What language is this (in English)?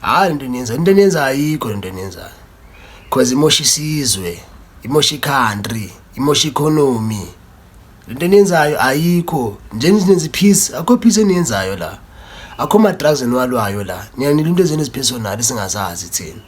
Zulu